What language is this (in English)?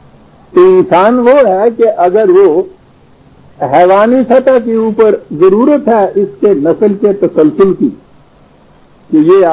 Urdu